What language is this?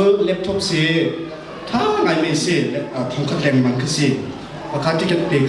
Hakha Chin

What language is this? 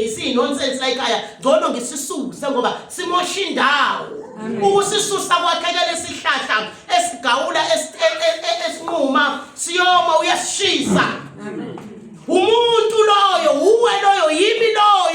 Zulu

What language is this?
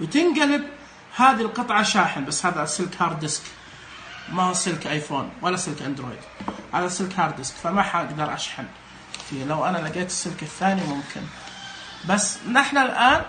Najdi Arabic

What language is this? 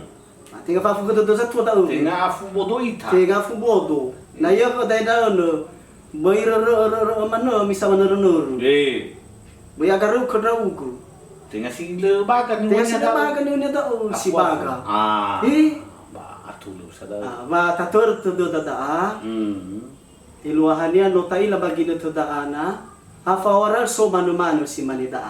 Nias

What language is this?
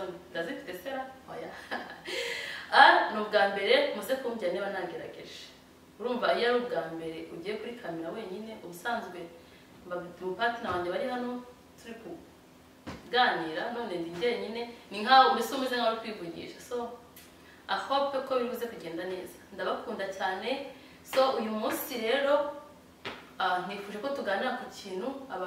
Kinyarwanda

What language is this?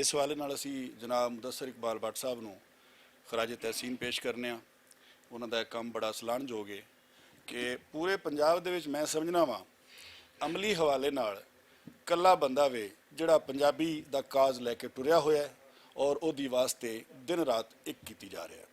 Western Panjabi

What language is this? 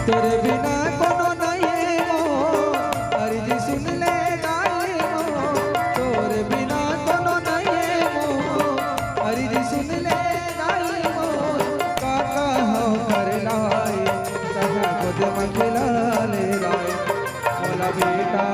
Chhattisgarhi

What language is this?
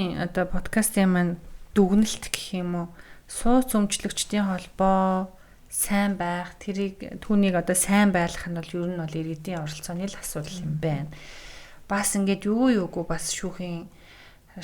Mongolian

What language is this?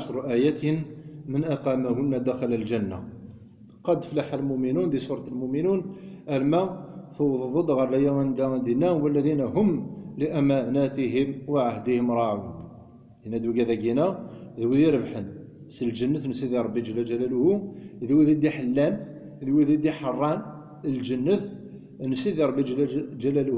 Kabyle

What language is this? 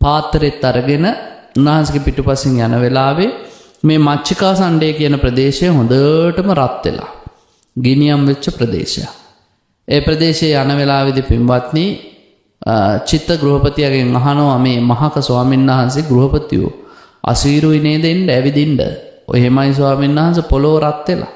Sinhala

